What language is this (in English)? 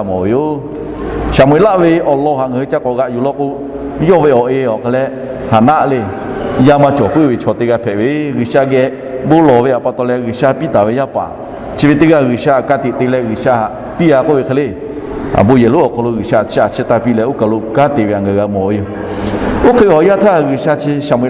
Lahu